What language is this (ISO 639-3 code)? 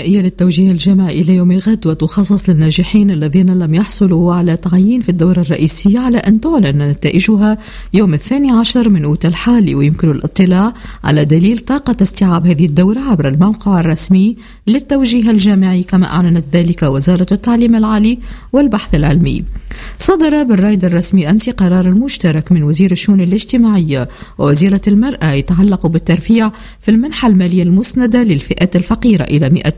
aeb